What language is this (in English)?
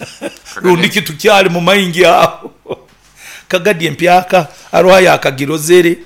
Nyoro